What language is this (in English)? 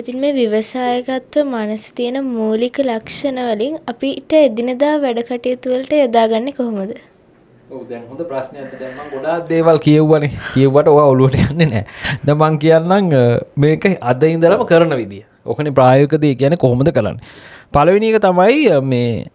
Sinhala